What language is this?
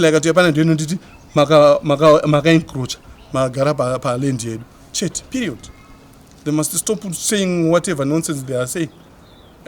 Shona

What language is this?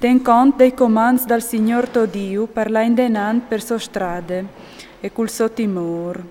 Friulian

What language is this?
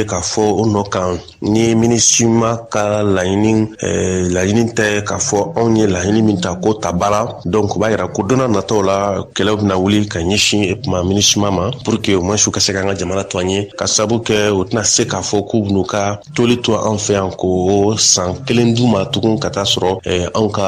Bambara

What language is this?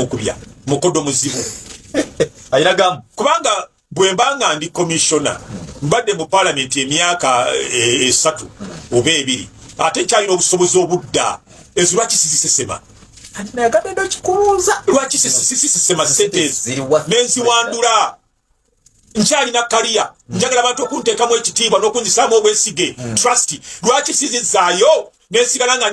Ganda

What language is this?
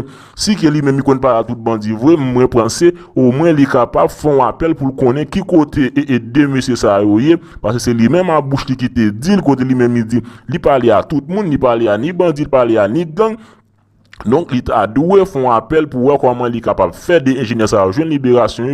Haitian Creole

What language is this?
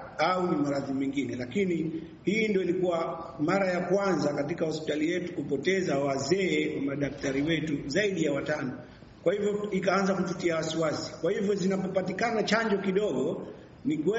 Swahili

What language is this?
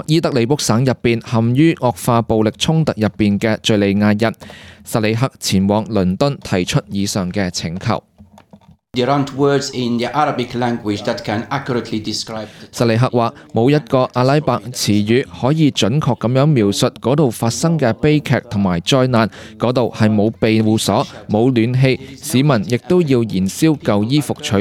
Cantonese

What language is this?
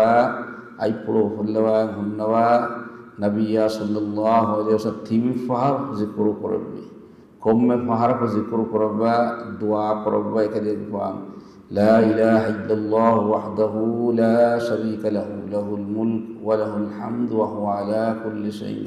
Divehi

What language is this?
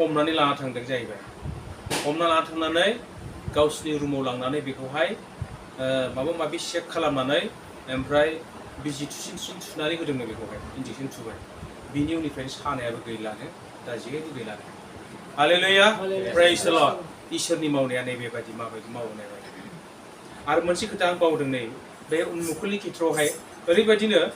Bodo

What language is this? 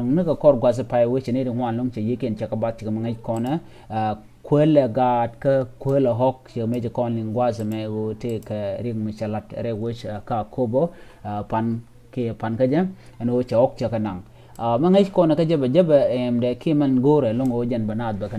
Nuer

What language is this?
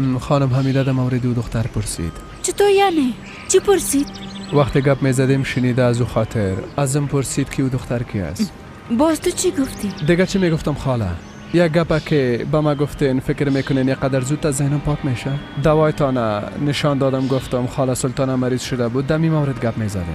Persian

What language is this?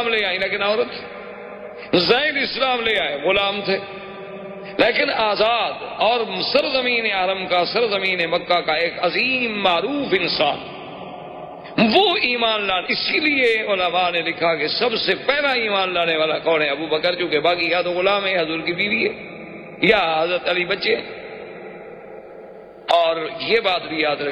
Urdu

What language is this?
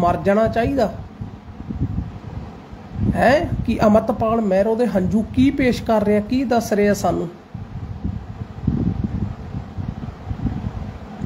Punjabi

